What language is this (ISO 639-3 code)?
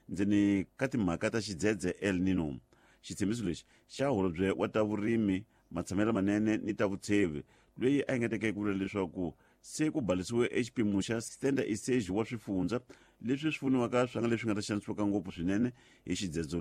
tso